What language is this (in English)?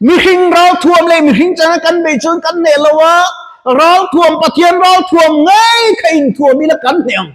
Mizo